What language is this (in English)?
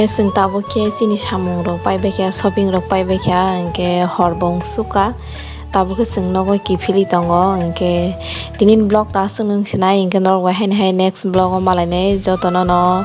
Kok Borok